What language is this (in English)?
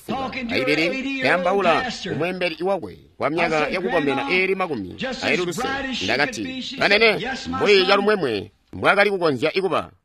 Tonga (Zambia)